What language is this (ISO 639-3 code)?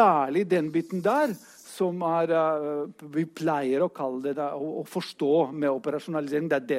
nor